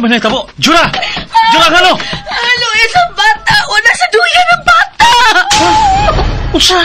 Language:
Cebuano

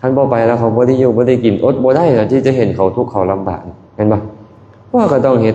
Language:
Lao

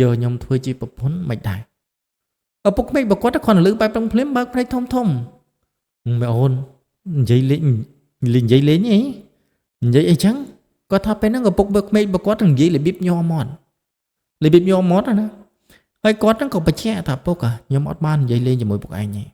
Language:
Khmer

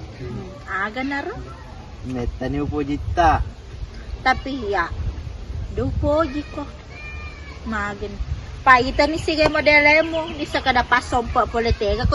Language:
Buginese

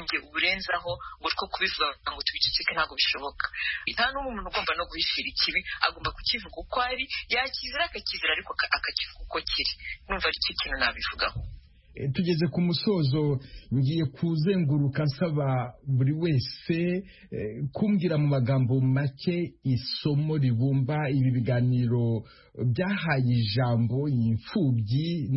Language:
Kinyarwanda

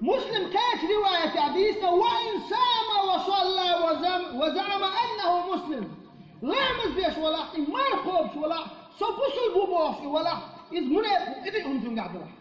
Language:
Chechen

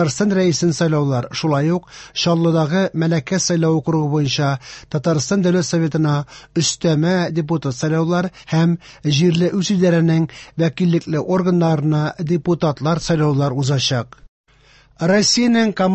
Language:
Tatar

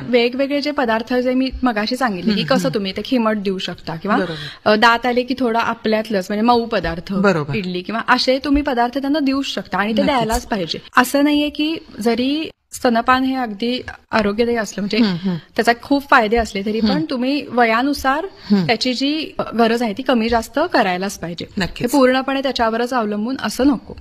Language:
Marathi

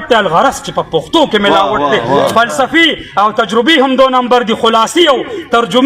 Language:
Pashto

